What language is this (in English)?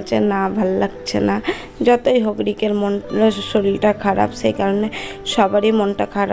Bangla